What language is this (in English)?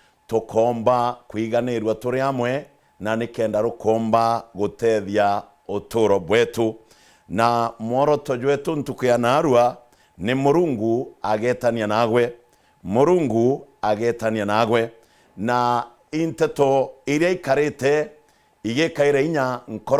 Meru